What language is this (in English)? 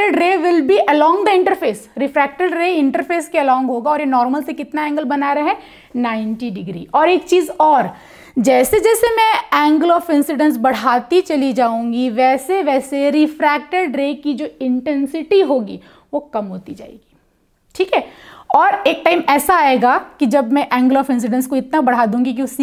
Hindi